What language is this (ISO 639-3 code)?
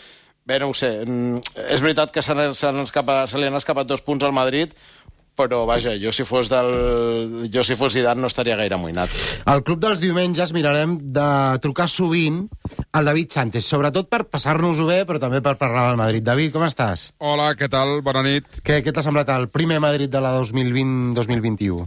cat